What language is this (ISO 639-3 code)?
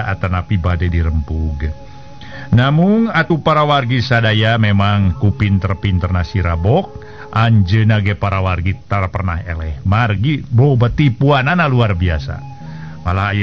sun